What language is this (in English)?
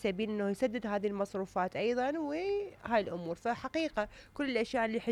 Mesopotamian Arabic